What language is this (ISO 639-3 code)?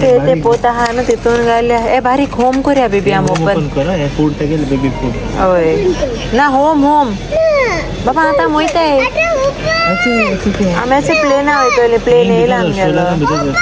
kok